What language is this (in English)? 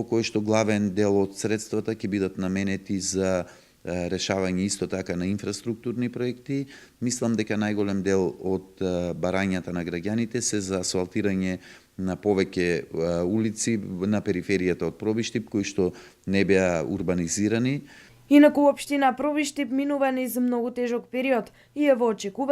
Macedonian